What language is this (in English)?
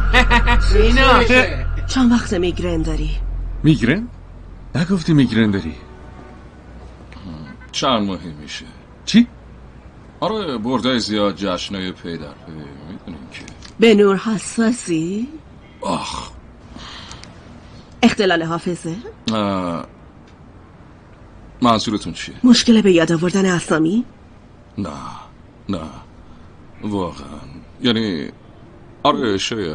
Persian